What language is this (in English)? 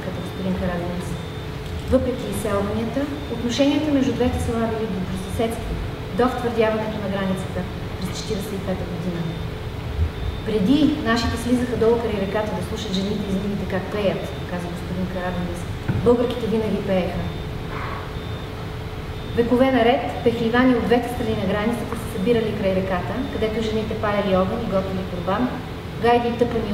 Bulgarian